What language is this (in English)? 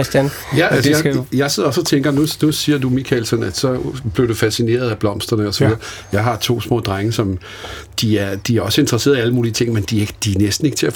Danish